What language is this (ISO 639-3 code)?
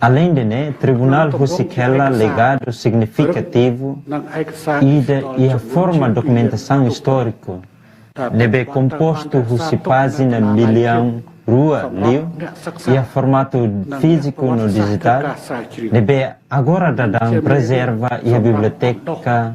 tet